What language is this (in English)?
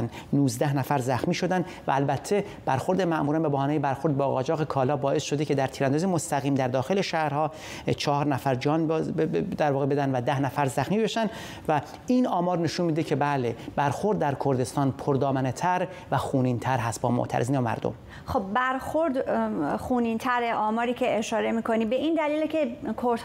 Persian